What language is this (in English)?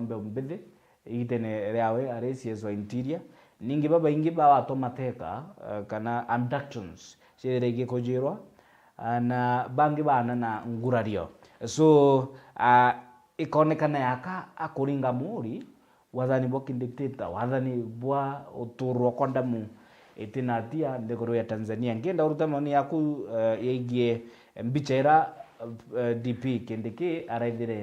Meru